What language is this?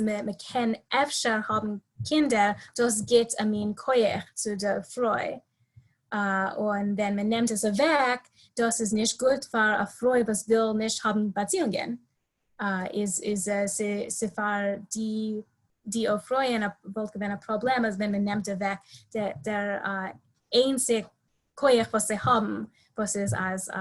Yiddish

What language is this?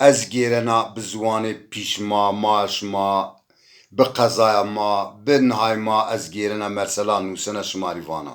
Zaza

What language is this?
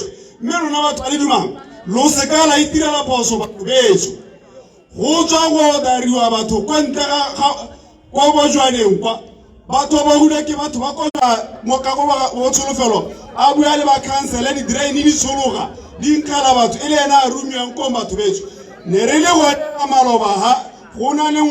Tswana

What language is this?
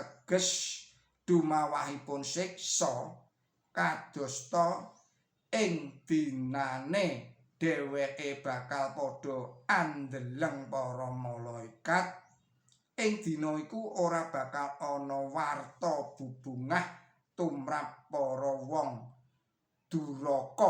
Javanese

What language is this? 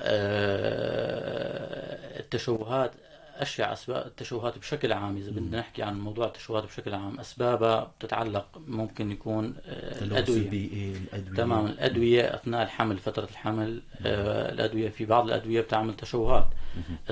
North Levantine Arabic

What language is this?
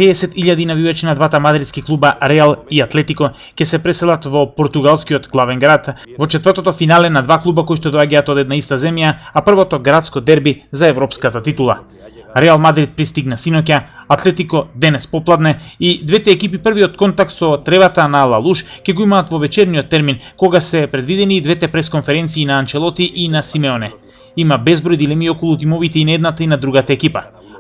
Macedonian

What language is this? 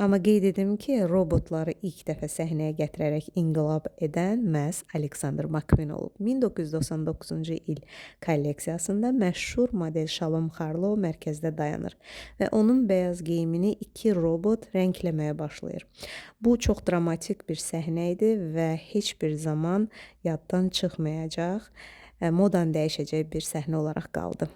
Azerbaijani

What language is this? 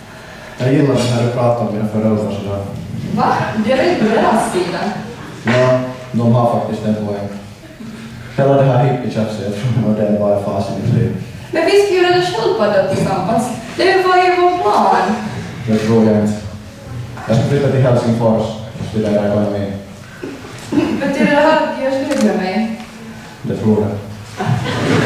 Swedish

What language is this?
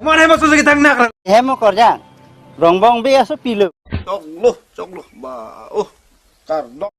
Karbi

